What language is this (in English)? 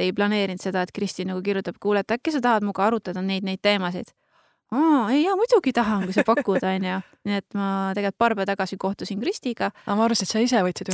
Estonian